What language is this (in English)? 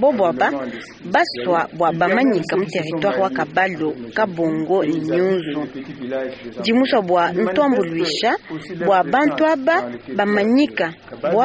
Luba-Lulua